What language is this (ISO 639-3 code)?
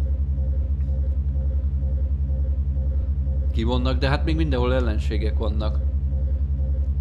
hun